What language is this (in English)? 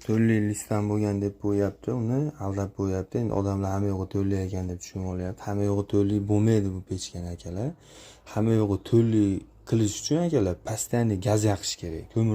Uzbek